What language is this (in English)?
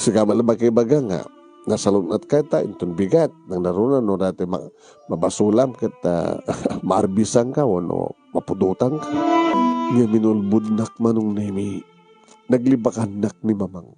Iloko